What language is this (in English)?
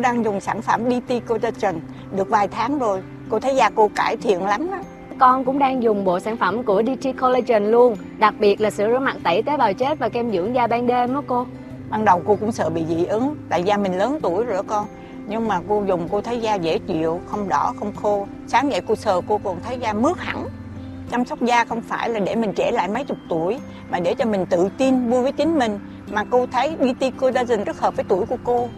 Vietnamese